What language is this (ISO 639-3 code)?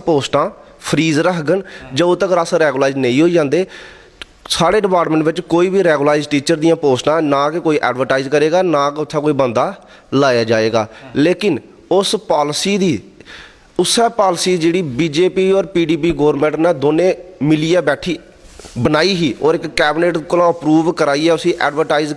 doi